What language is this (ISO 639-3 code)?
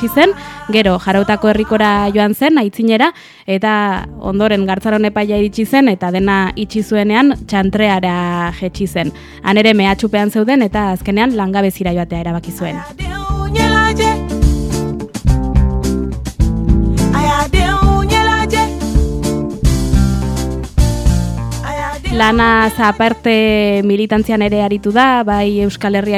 eus